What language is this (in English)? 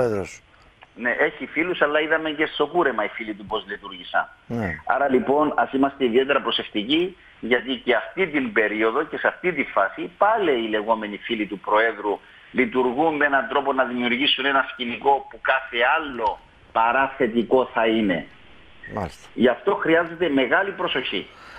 Greek